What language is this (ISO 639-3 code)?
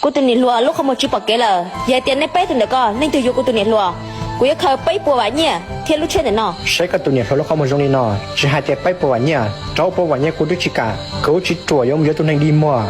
hmn